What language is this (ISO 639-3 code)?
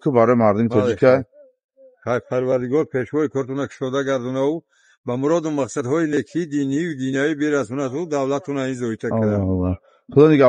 tgk